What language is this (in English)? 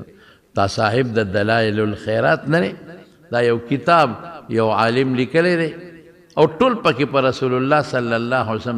Pashto